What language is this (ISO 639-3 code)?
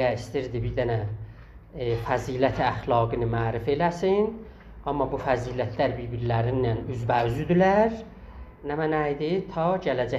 azb